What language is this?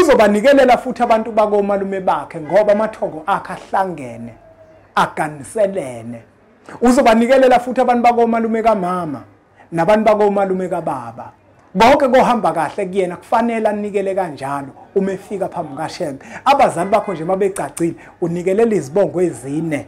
Zulu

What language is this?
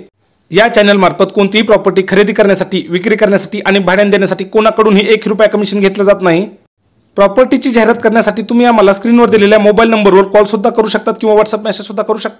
Marathi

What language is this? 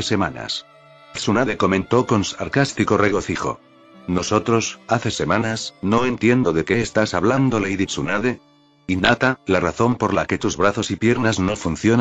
Spanish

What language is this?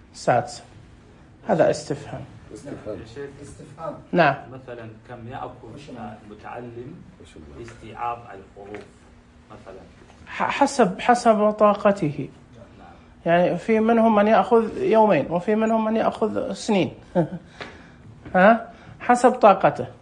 Najdi Arabic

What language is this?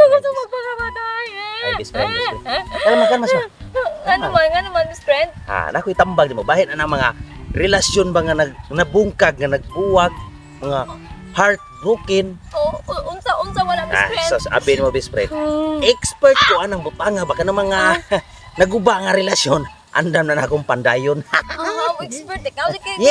Cebuano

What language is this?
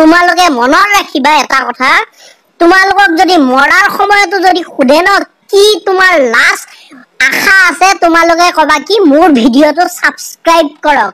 Assamese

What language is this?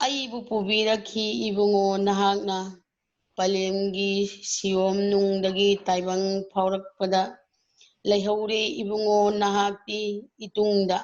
Manipuri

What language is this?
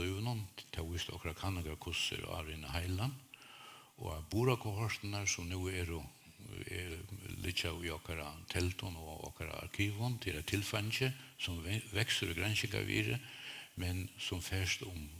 Faroese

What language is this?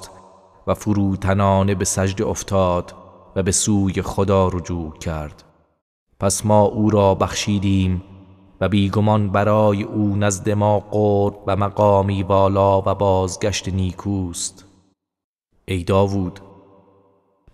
Persian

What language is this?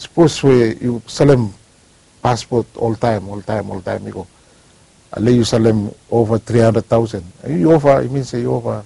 Bislama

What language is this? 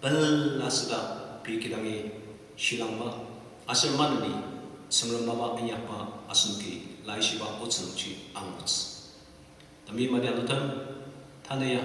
Ao Naga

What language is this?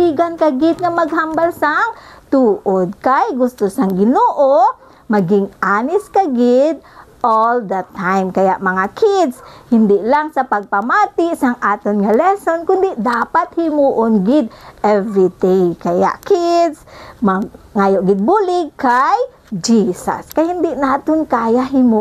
Hiligaynon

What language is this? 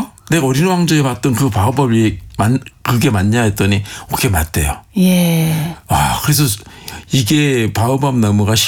Korean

